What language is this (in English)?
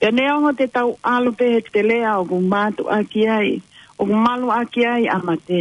Tongan